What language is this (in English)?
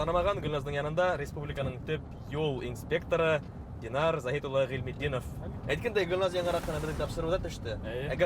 Bashkir